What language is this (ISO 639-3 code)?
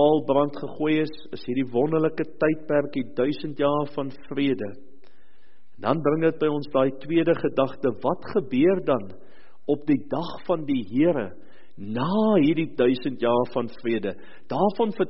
afr